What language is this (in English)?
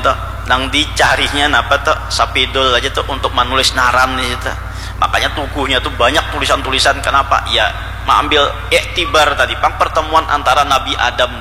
Banjar